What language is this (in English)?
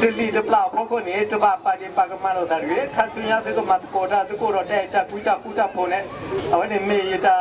S'gaw Karen